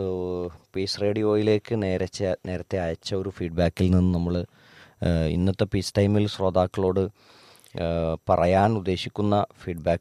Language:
Malayalam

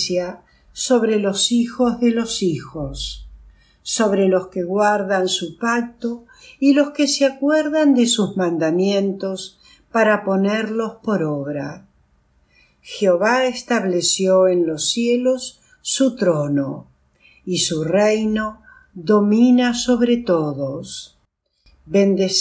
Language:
Spanish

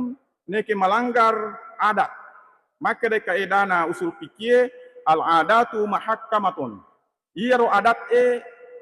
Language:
Buginese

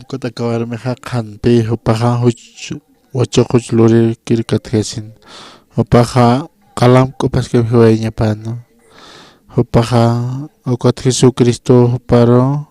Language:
Aymara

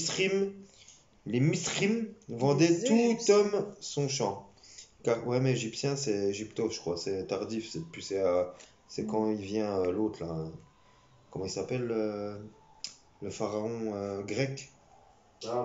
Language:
French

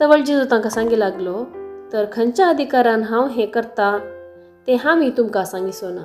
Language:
Konkani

